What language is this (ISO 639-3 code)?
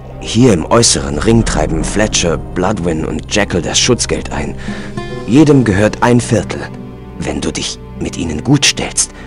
bar